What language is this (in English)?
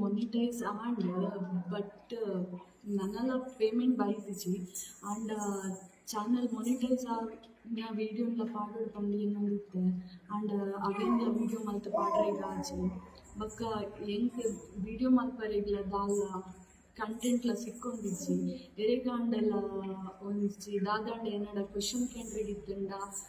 Tulu